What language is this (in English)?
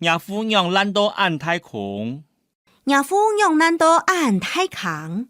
Hakka Chinese